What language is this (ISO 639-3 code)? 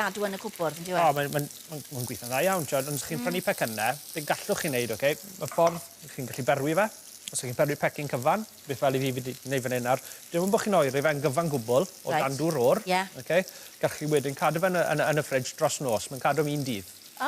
cym